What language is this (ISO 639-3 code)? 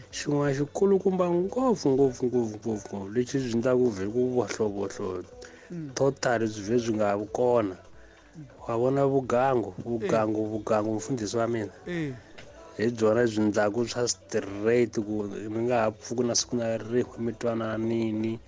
tso